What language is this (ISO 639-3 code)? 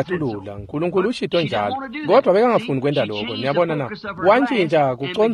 ssw